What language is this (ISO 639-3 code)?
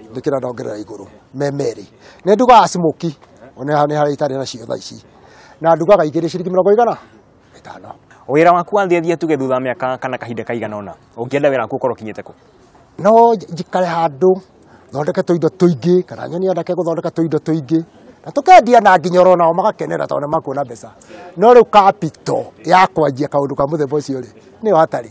kik